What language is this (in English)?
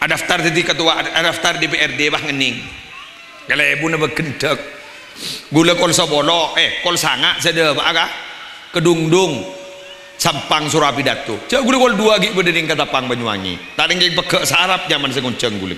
Madurese